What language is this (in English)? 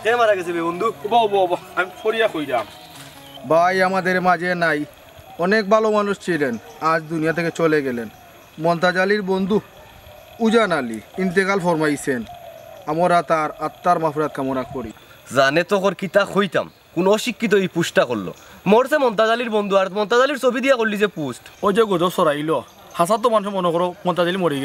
Sylheti